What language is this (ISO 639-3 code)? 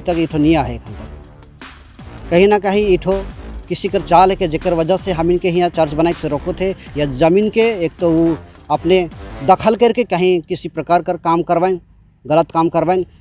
sck